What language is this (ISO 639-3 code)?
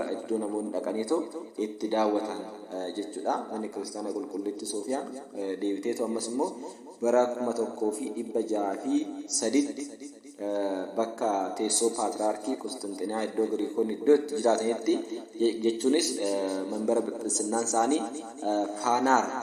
orm